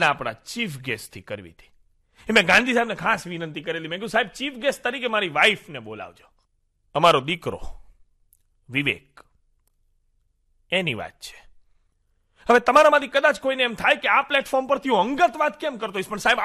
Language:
Gujarati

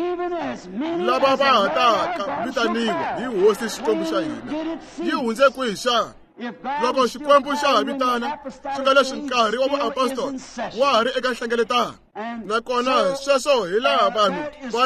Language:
Tsonga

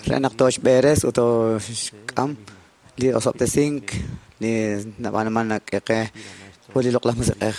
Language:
Kekchí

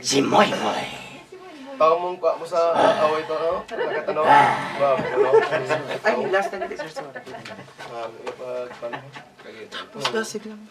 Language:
Hiligaynon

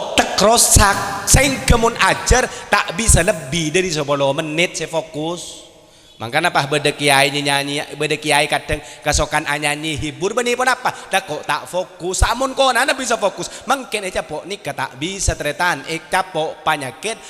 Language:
Madurese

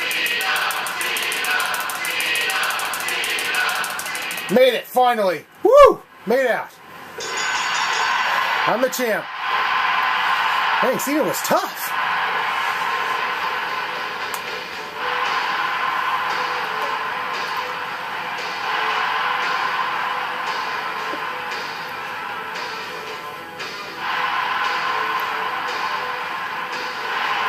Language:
English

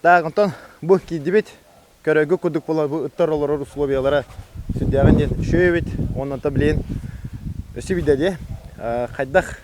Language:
Yakut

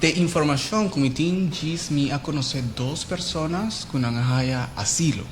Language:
Papiamento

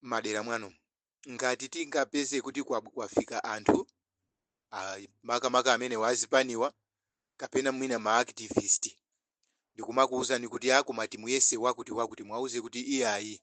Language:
Nyanja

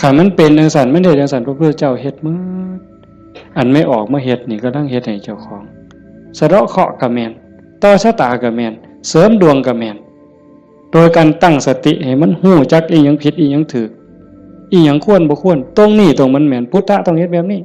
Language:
Northeastern Thai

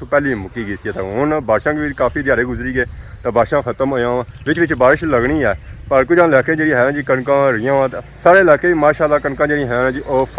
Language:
Pahari-Potwari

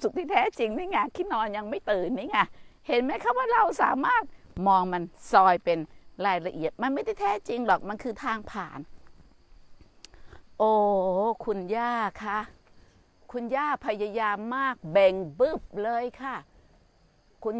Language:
Thai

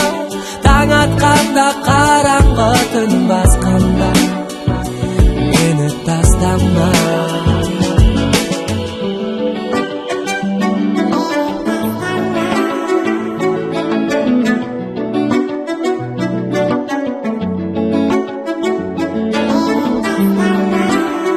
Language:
Kazakh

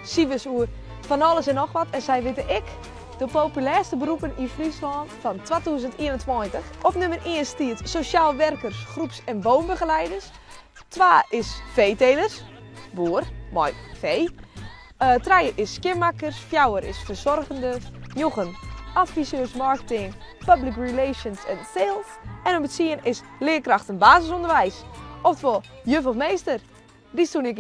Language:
Western Frisian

